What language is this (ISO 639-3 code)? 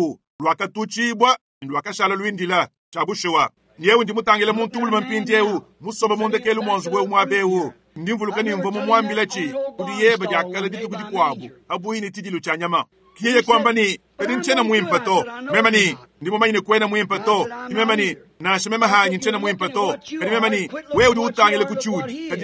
lua